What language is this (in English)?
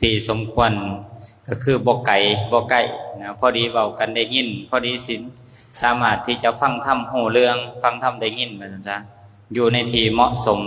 Lao